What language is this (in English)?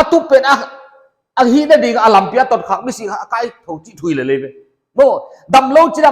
Paite Chin